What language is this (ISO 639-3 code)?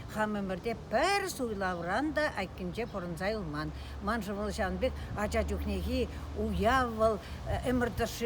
chv